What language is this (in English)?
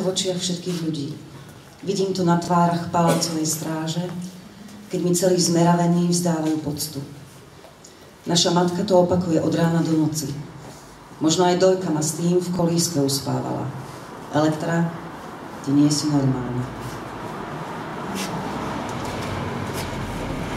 Slovak